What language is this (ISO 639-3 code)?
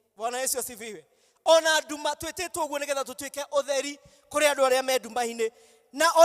kik